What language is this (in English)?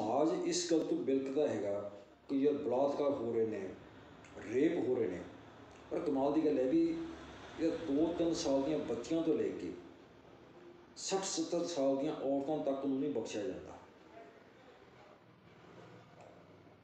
Punjabi